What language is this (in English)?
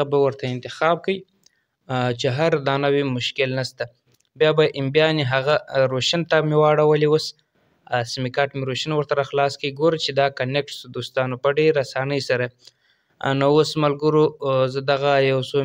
Pashto